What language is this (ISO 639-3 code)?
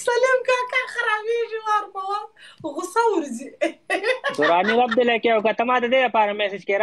pus